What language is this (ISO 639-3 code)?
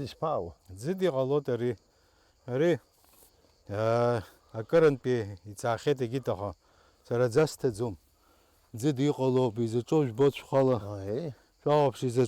abk